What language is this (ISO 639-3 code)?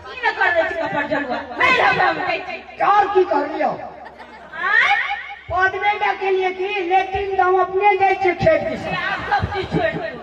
mai